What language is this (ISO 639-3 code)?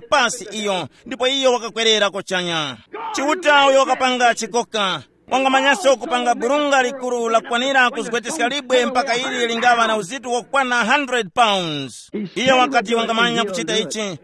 tum